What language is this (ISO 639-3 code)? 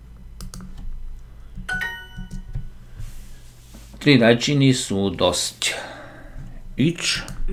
slk